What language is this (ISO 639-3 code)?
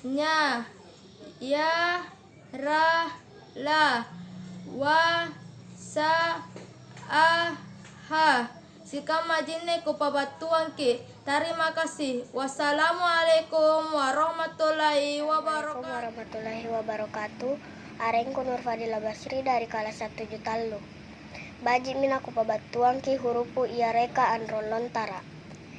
mak